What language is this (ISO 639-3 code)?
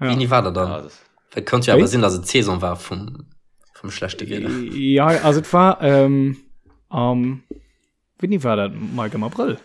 ltz